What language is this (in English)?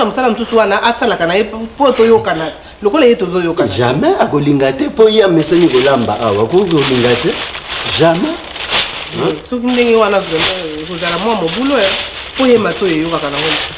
Lingala